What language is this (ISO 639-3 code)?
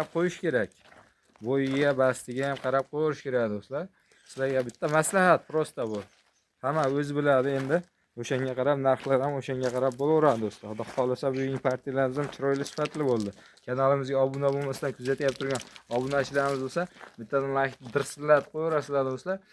uzb